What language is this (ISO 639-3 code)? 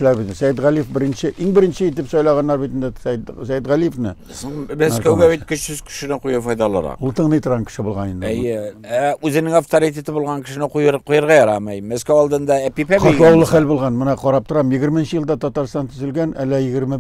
tat